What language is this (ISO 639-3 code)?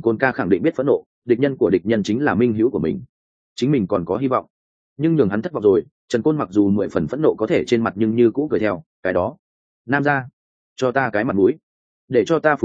vie